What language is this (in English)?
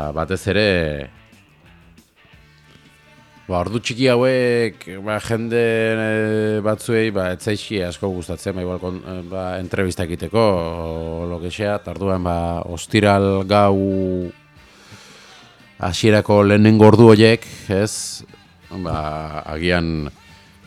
Basque